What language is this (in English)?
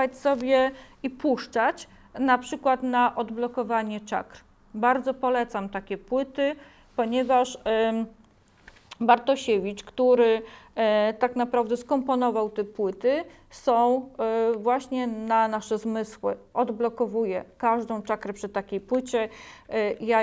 Polish